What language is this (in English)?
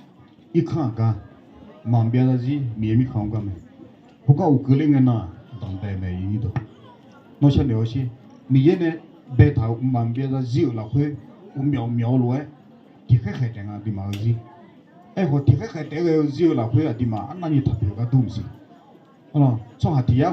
Akha